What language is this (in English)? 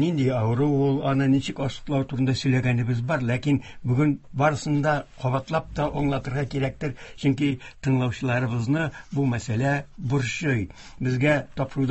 Tatar